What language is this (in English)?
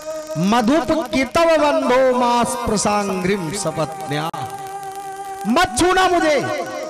Hindi